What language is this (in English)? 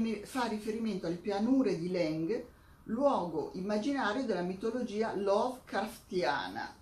Italian